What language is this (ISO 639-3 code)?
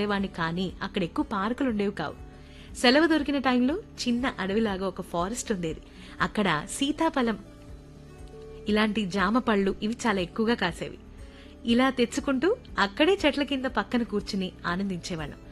tel